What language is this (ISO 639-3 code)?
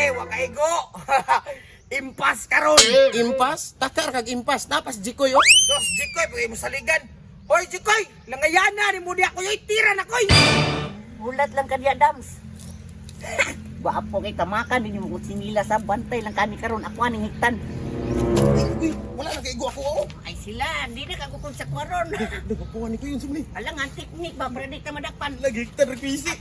ceb